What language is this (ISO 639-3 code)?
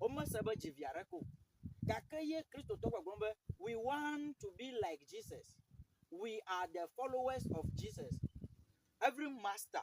ewe